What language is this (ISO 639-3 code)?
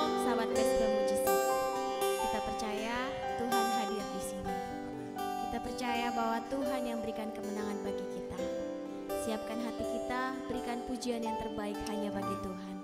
ind